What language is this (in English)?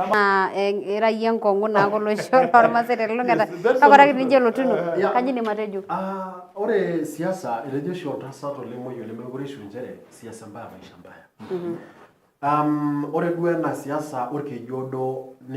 Masai